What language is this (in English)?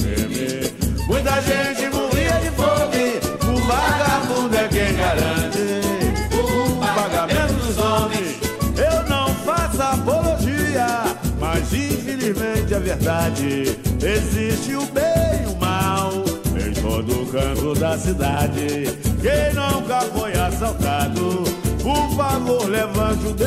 Portuguese